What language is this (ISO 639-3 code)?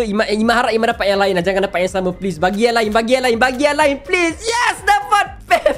msa